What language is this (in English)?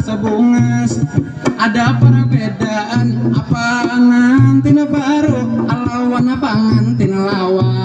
Banjar